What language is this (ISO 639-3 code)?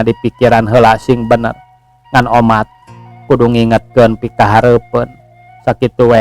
sun